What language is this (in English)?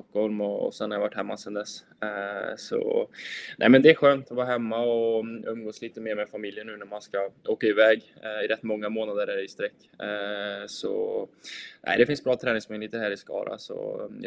Swedish